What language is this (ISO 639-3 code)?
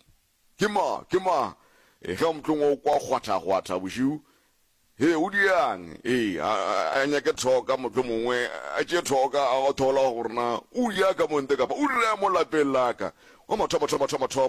nso